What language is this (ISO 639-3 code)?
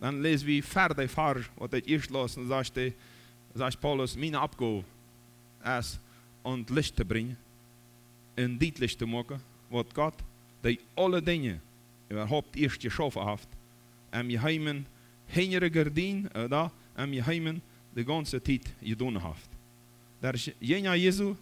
pdt